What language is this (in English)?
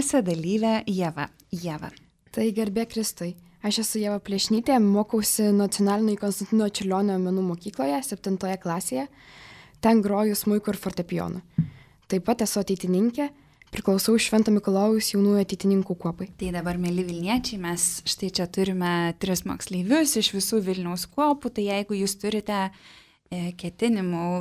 Lithuanian